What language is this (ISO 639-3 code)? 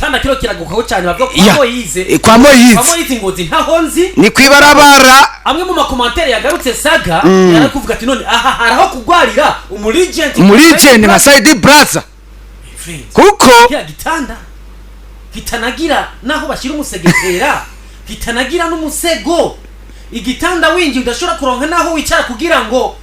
run